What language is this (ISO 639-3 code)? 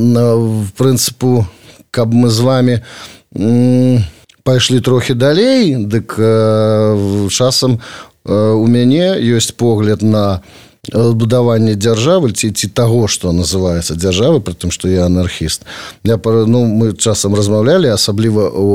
bel